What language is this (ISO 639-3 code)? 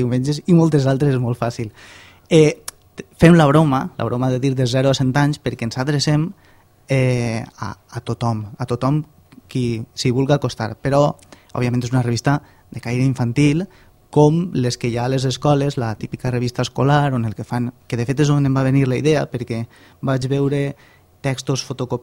cat